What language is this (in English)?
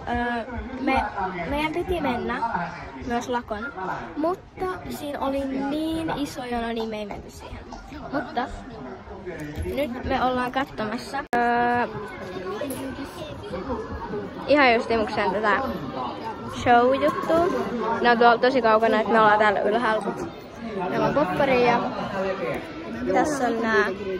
Finnish